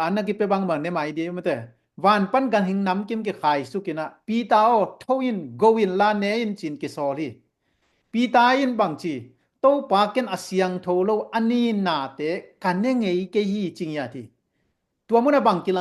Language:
Tedim Chin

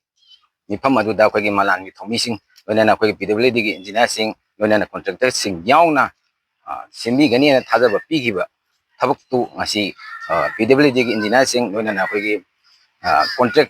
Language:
Manipuri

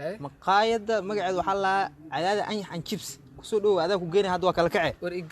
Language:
Somali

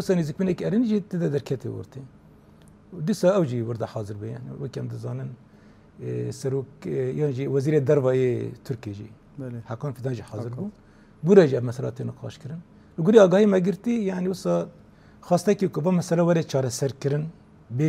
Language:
Kurdish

